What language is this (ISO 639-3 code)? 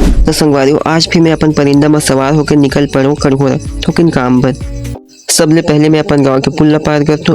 hne